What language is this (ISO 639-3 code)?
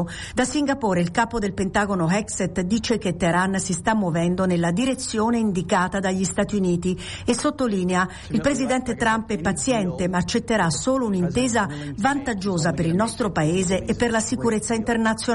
ita